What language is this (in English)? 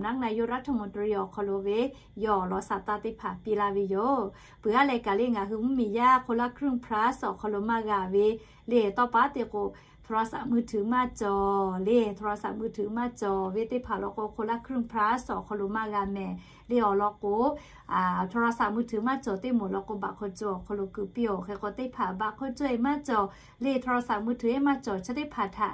Lahu